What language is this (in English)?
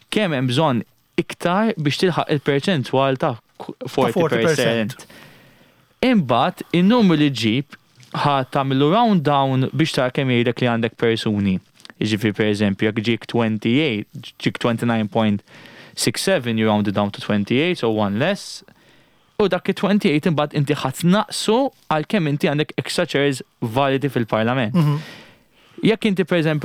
Maltese